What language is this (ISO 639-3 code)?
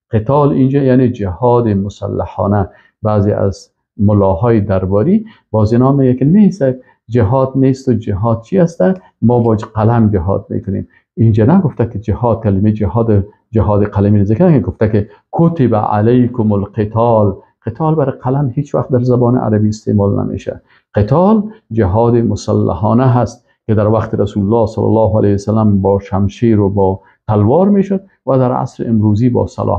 fas